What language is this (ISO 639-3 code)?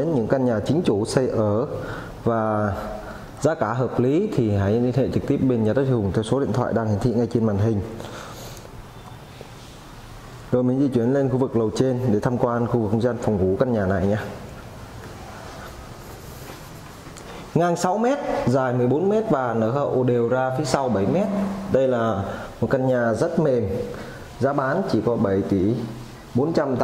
vie